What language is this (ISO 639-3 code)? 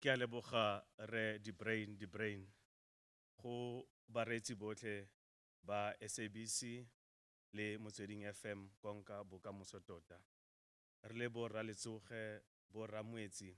tsn